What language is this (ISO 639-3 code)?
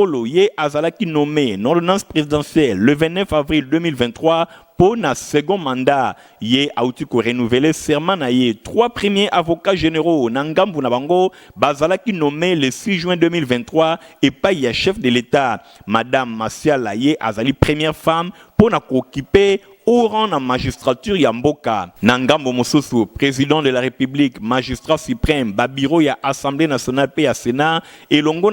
lin